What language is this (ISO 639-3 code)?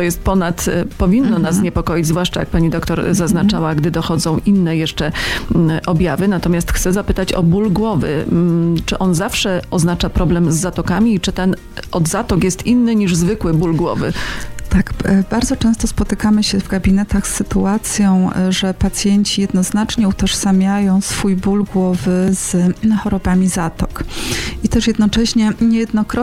pol